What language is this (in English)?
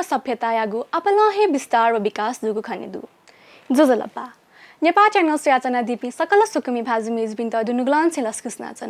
Newari